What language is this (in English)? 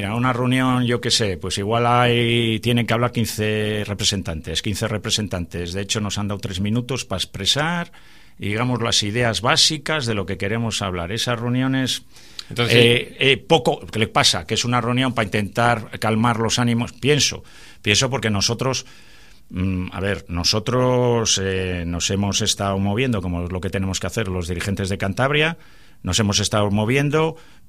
Spanish